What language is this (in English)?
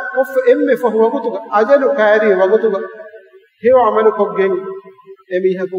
Divehi